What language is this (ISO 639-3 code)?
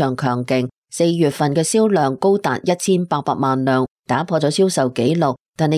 yue